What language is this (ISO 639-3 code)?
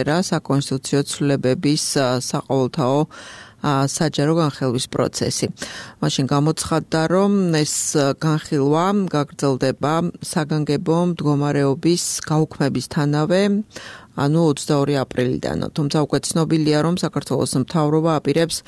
kat